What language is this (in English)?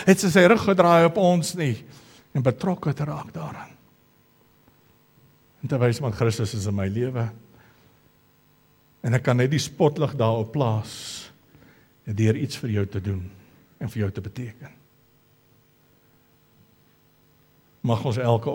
Afrikaans